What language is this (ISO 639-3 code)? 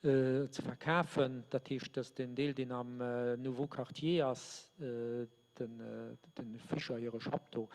ltz